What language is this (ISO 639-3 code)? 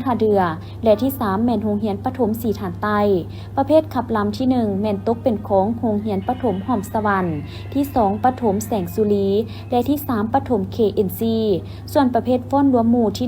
lao